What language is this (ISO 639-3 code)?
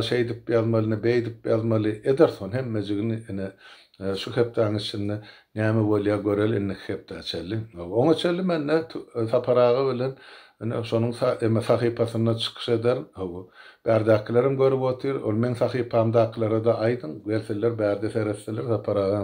tuk